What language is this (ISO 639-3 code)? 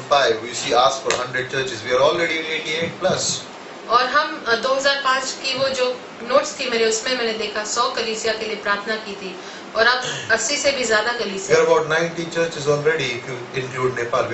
hin